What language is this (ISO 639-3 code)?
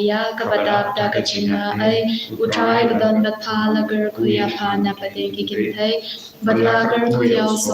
kha